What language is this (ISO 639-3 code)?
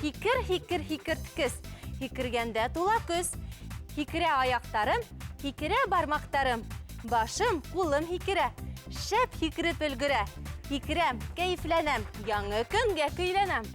bak